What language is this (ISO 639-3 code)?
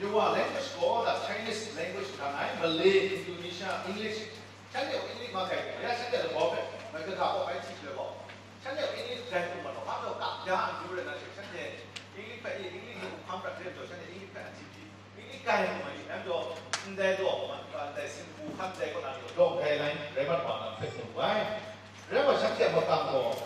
kac